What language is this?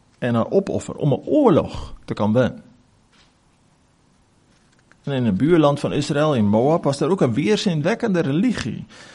Afrikaans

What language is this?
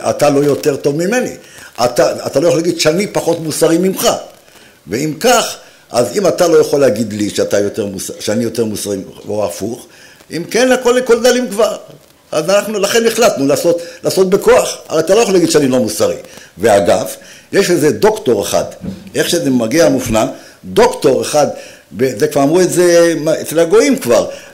Hebrew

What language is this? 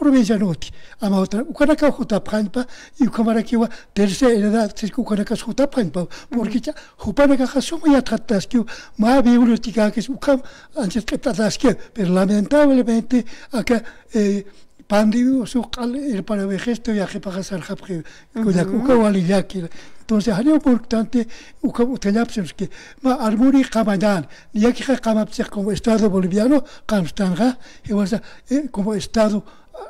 Aymara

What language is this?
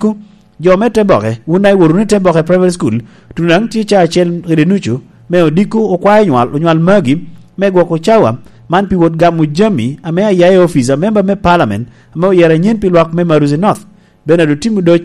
Lango (Uganda)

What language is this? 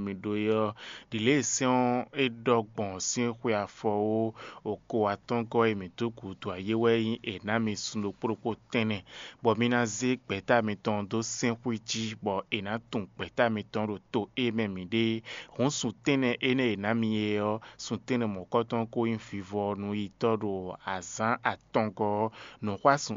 Fon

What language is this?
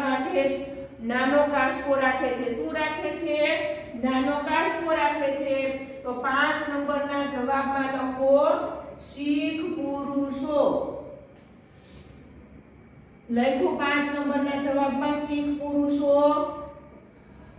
Gujarati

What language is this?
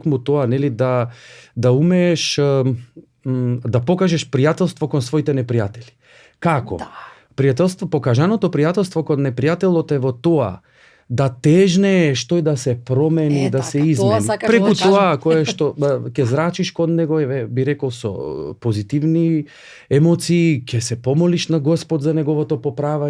Macedonian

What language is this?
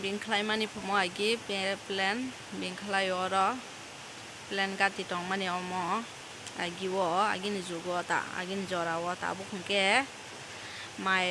Kok Borok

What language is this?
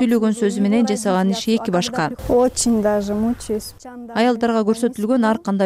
Kyrgyz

